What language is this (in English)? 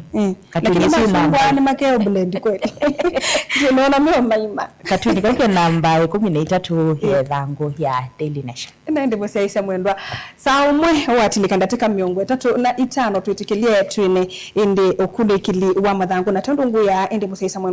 Kamba